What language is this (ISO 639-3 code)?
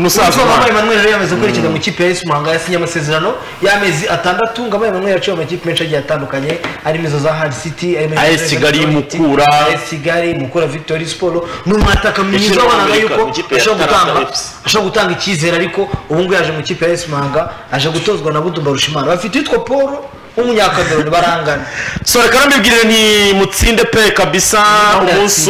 kin